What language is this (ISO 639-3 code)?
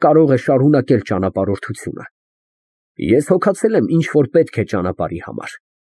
hye